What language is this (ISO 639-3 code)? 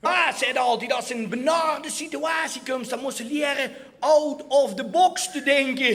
lim